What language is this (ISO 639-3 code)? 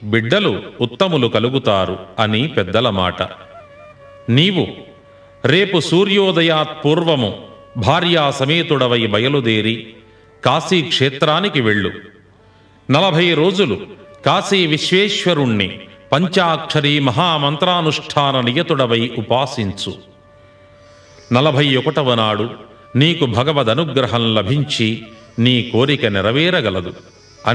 tel